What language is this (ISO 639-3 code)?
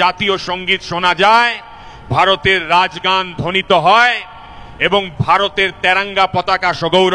ben